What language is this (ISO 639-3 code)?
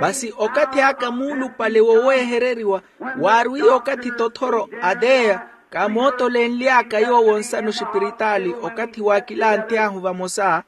vmw